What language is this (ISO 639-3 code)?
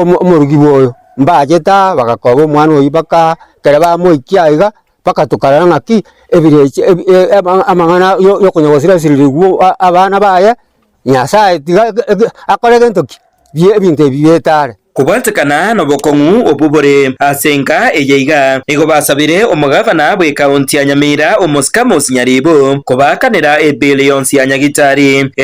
guz